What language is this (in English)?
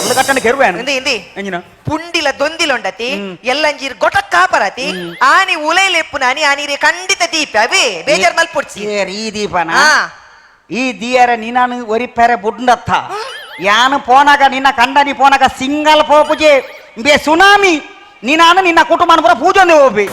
Tulu